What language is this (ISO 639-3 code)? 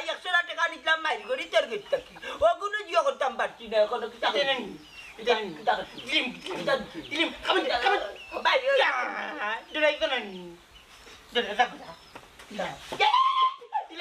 syl